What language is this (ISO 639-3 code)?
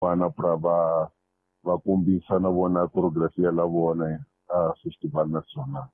tso